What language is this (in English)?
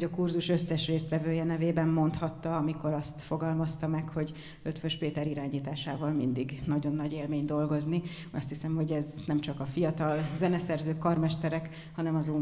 Hungarian